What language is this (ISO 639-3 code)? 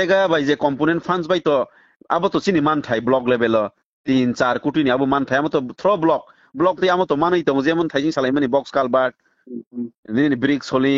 trp